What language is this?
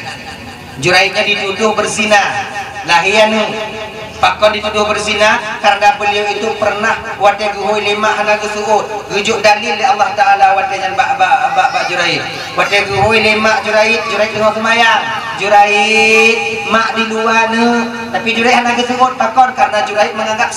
Achinese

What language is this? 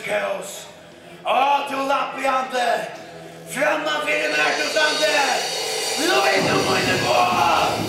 Faroese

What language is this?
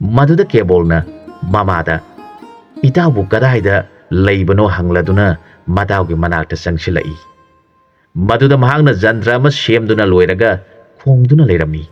Manipuri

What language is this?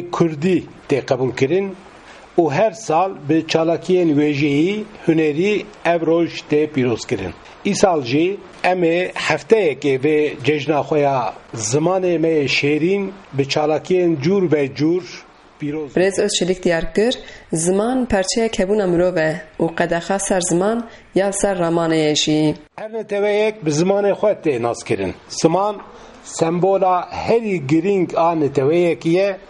Kurdish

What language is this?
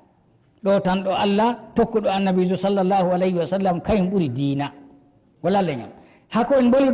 Fula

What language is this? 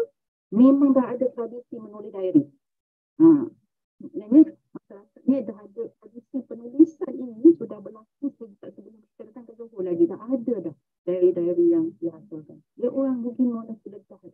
Malay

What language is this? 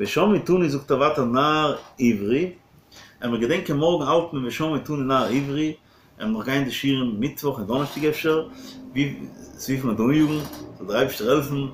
Yiddish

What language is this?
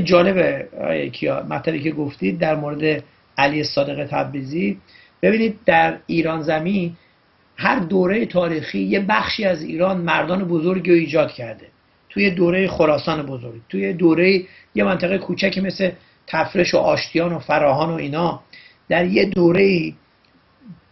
Persian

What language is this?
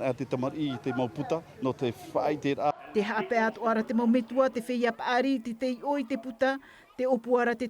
Tahitian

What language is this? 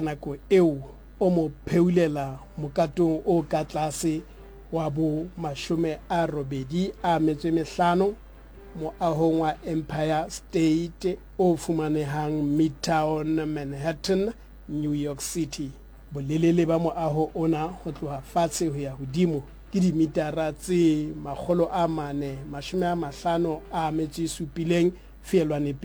Southern Sotho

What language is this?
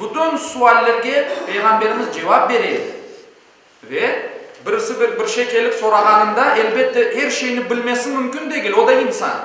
Crimean Tatar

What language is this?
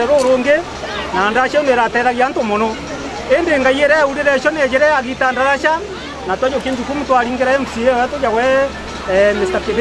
Meru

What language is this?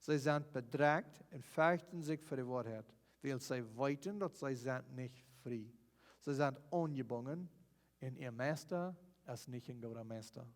Plautdietsch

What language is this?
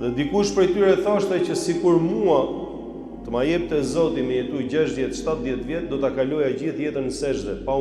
Albanian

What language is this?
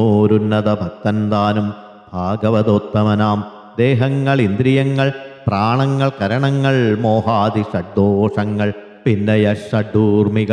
Malayalam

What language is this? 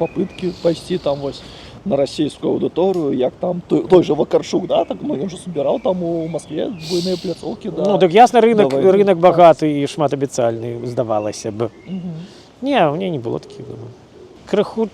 Belarusian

